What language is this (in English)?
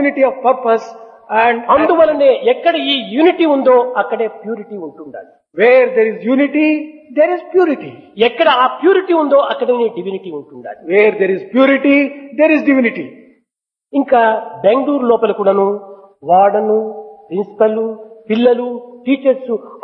Telugu